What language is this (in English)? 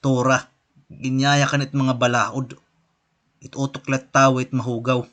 Waray